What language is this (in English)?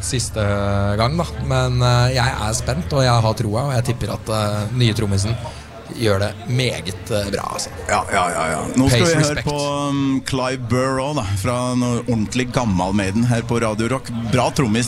Norwegian